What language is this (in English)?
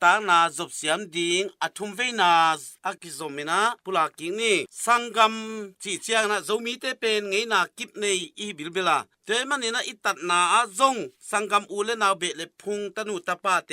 Tedim Chin